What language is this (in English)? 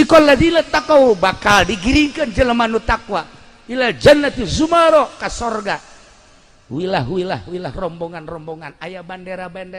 Sundanese